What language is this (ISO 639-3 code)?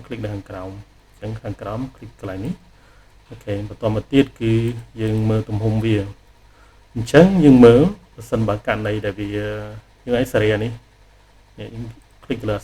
khm